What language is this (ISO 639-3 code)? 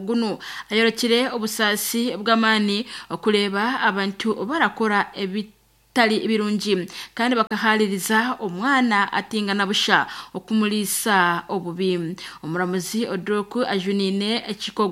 nyn